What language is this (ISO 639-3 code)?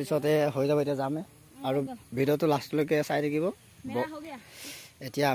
asm